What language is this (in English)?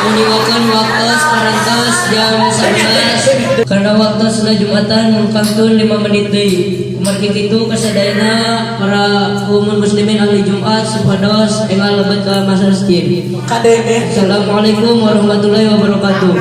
Sundanese